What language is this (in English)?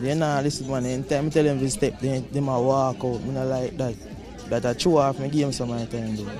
Jamaican Creole English